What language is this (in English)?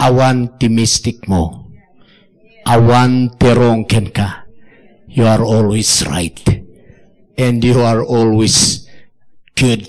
Iloko